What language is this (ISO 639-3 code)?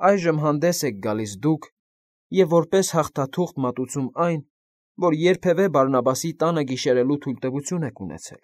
hye